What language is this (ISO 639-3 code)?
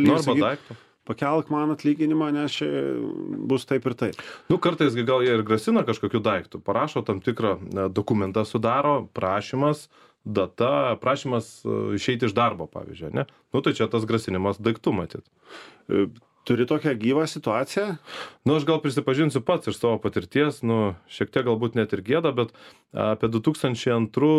lit